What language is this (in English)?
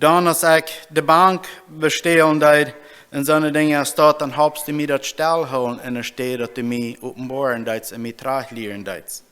Plautdietsch